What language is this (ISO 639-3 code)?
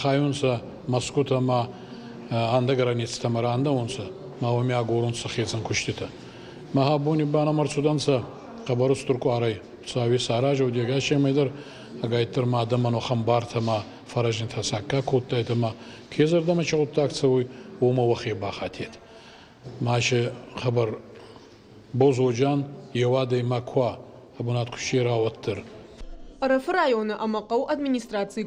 oss